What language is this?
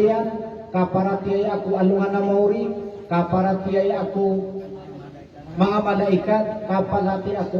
Maranao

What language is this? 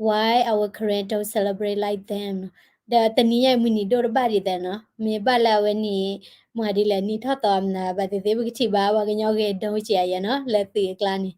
S'gaw Karen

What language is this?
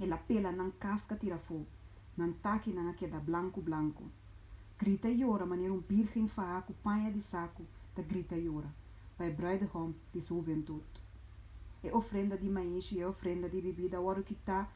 Papiamento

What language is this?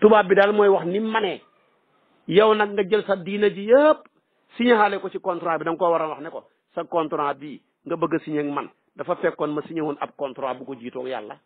Wolof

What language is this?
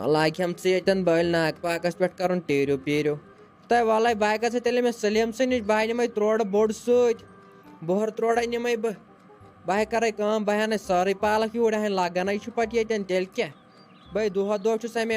Kashmiri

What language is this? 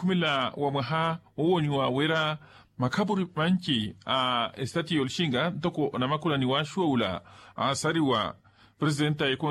Makhuwa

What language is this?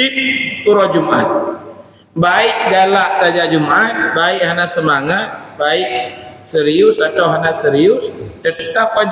Achinese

